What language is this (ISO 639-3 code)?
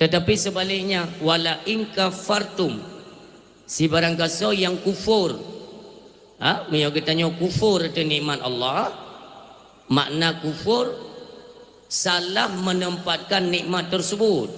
ace